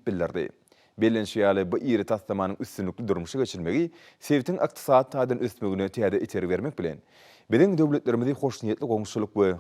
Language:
Turkmen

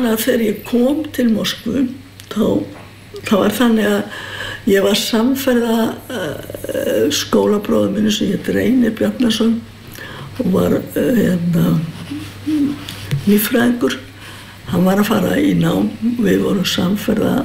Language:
Icelandic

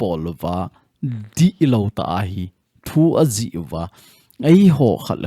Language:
Thado Chin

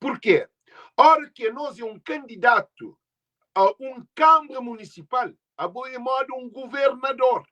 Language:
Kabuverdianu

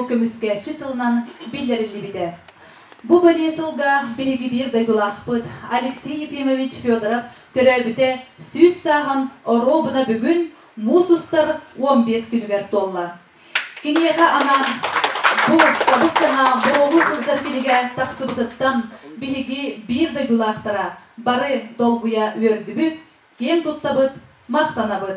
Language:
Yakut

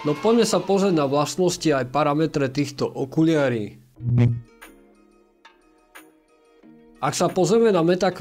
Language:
Slovak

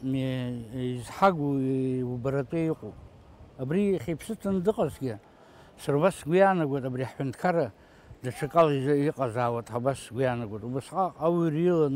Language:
Abkhazian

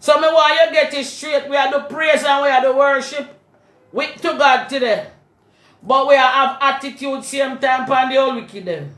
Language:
Jamaican Creole English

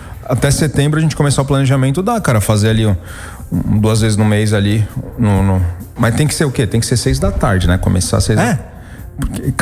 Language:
Portuguese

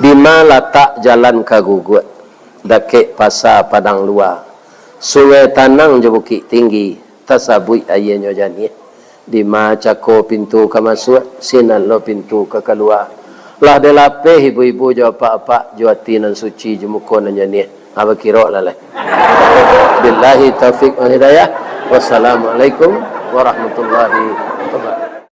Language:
Minangkabau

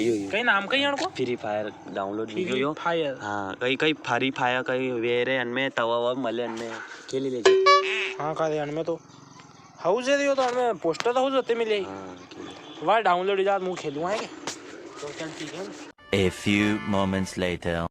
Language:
Rajasthani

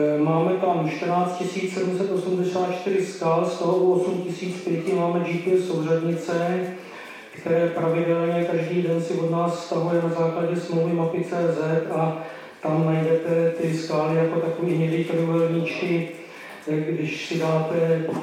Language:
Czech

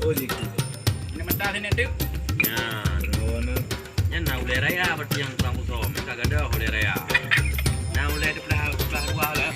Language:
Achinese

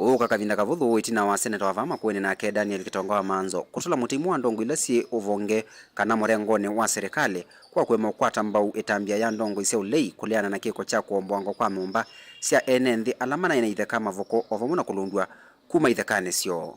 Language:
Kamba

